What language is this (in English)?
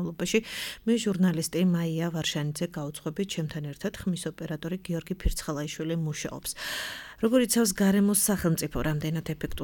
Georgian